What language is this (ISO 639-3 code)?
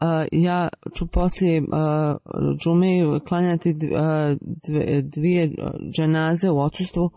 bos